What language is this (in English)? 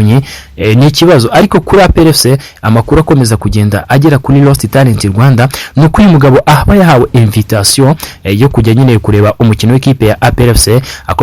Kinyarwanda